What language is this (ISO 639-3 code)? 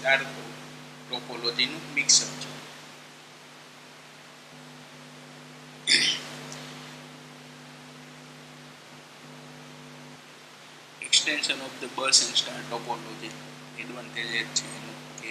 guj